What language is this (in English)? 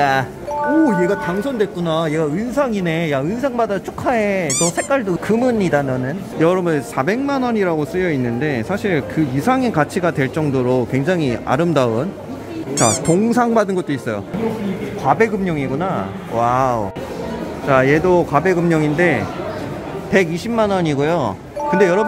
Korean